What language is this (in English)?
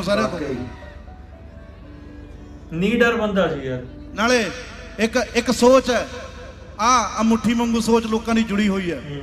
Punjabi